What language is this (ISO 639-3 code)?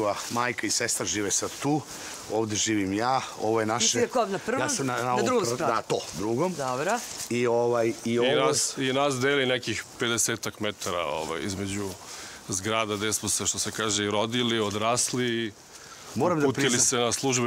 srp